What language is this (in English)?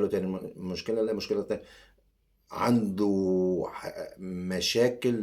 Egyptian Arabic